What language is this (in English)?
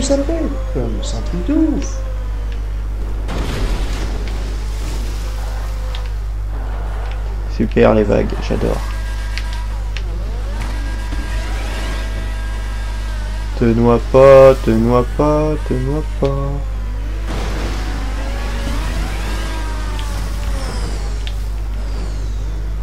French